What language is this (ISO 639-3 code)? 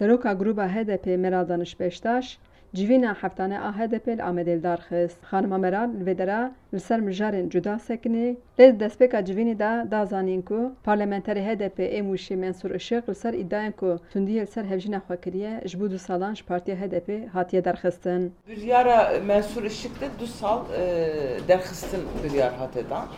kur